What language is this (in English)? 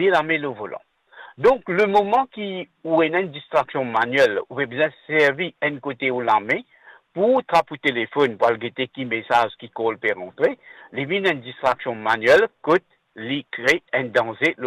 Morisyen